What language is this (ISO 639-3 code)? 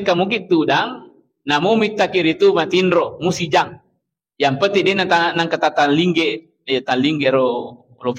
bug